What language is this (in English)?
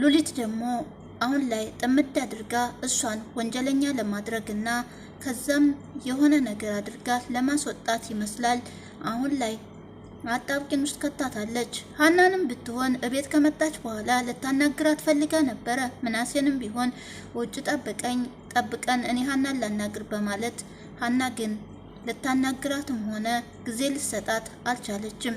Amharic